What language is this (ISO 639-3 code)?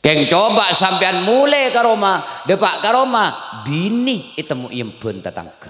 mad